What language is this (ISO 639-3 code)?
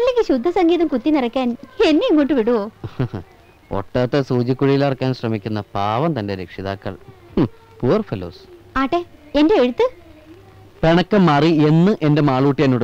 mal